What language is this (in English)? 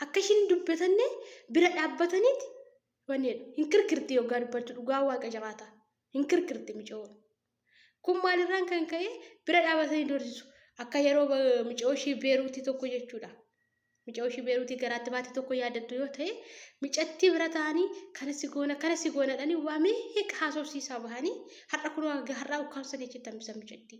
Oromo